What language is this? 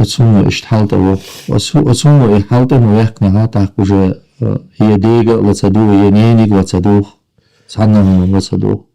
Chechen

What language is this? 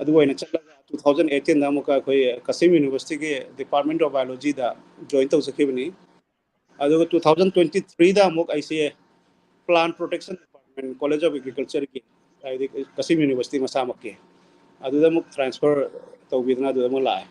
Manipuri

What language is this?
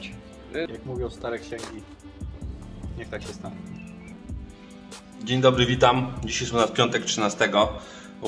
Polish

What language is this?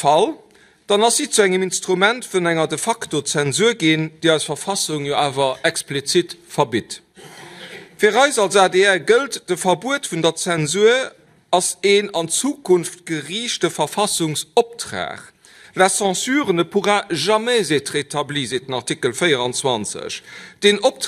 Luxembourgish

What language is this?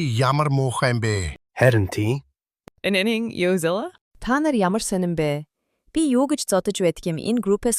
Mongolian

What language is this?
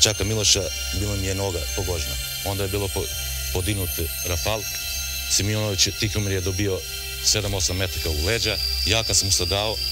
Serbian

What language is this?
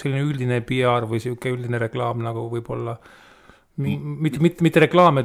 Estonian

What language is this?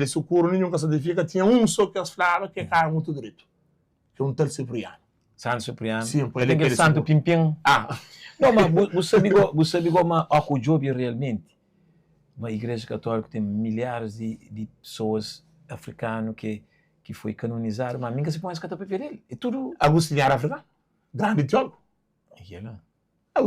Kabuverdianu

